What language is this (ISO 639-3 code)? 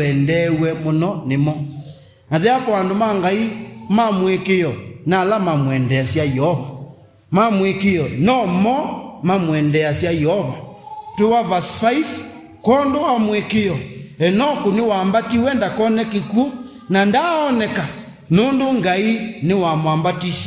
kam